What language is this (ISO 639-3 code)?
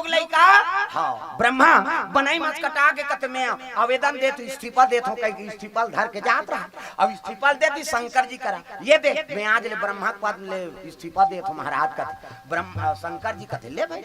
hne